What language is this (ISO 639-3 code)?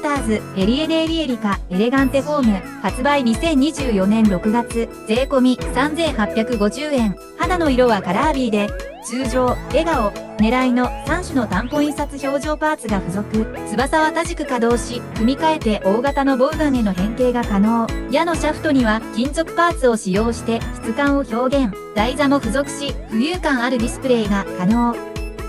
jpn